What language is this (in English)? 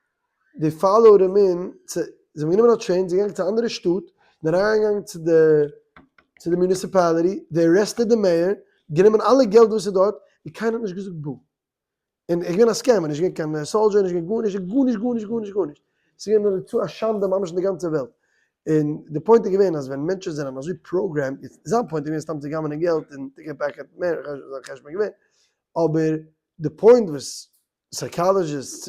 Yiddish